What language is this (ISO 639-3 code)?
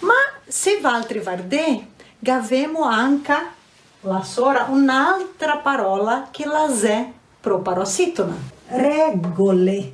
vec